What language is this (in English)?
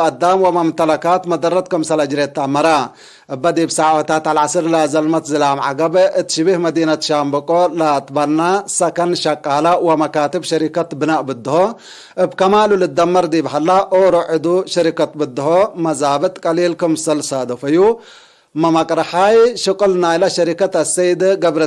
Tigre